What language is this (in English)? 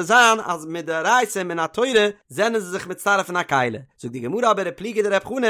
Yiddish